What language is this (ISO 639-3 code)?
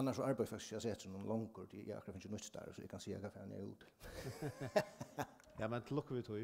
fao